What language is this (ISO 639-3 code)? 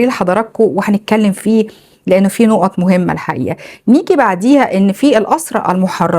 arz